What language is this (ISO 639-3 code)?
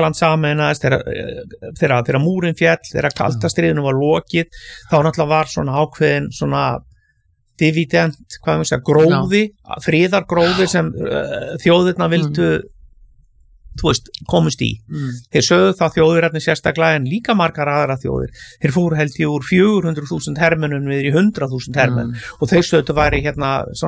isl